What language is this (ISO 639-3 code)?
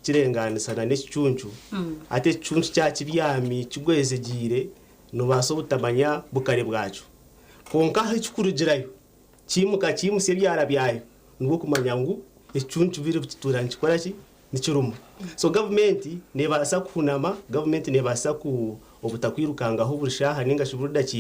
nyn